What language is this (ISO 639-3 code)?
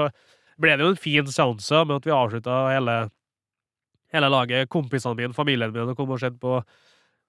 nor